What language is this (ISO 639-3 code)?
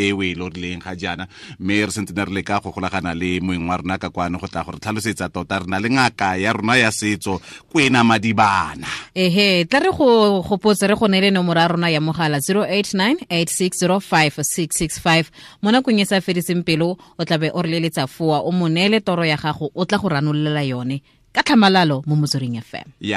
tsn